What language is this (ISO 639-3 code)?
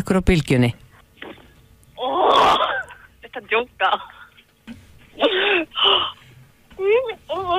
isl